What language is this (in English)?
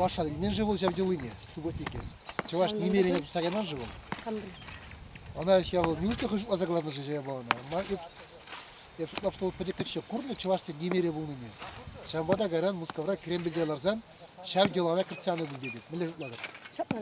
Chuvash